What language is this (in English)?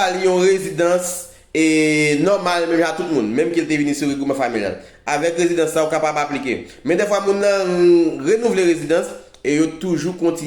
Haitian Creole